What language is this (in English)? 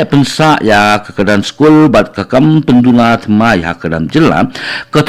Khasi